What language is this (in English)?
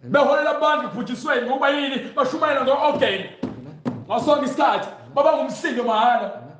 Zulu